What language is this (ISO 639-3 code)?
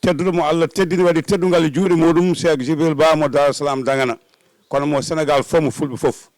ful